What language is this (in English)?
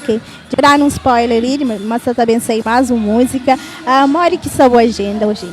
Kabuverdianu